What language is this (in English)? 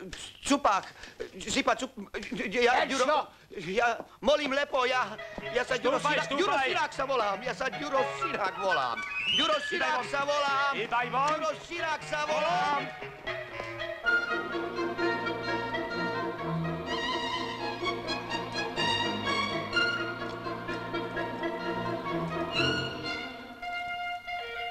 Slovak